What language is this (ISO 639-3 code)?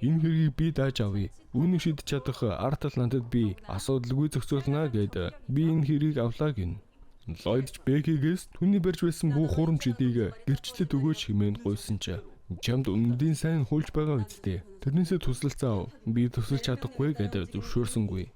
mon